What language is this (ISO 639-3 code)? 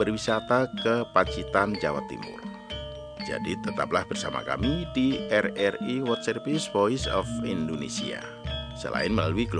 ind